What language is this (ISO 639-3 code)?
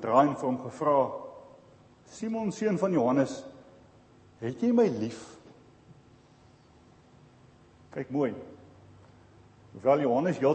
afr